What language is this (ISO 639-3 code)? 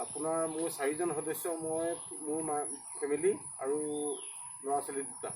asm